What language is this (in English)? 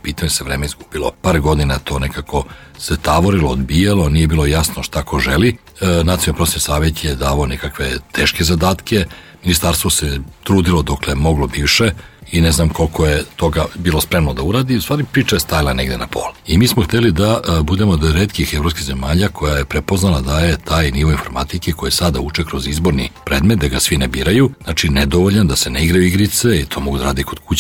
Serbian